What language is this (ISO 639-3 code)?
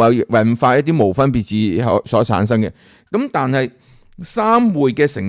yue